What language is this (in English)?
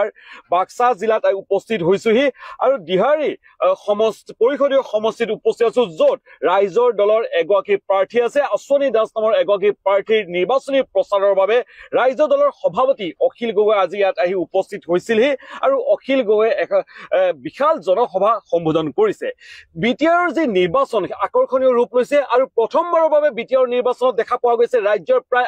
Assamese